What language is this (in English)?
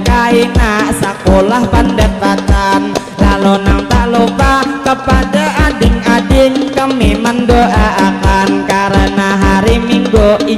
Banjar